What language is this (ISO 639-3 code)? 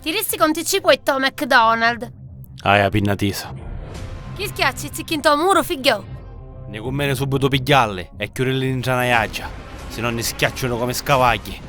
scn